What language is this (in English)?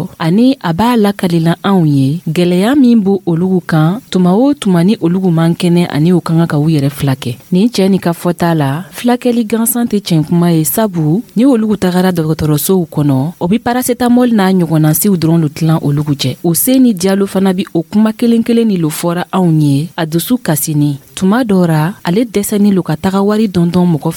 Dyula